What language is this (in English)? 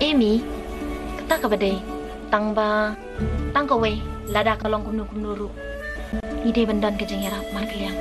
Khasi